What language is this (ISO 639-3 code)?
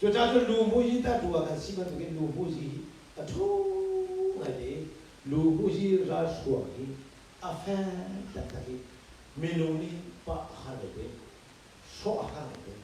cnh